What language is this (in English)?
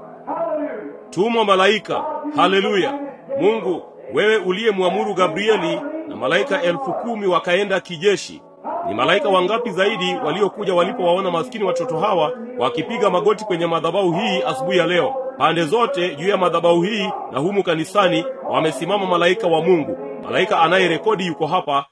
Swahili